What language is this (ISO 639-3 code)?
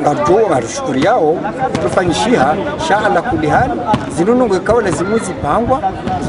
zdj